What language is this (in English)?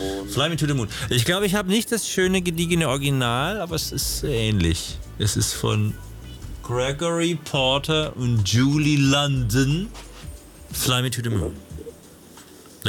German